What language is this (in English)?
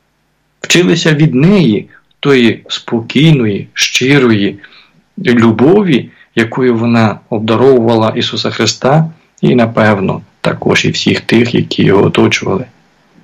Ukrainian